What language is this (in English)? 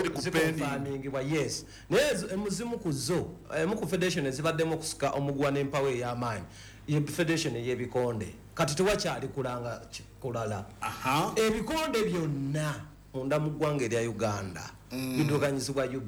Ganda